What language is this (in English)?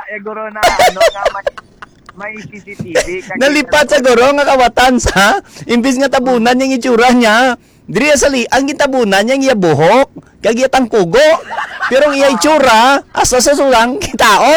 Hiligaynon